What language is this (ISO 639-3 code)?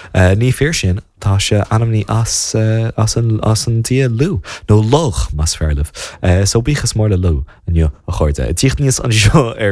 gle